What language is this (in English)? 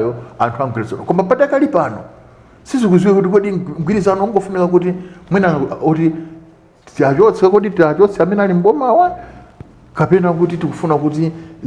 Nyanja